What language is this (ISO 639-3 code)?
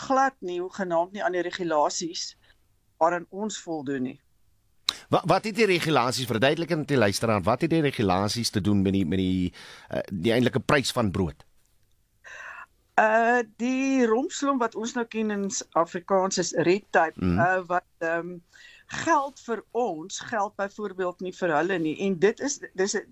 afr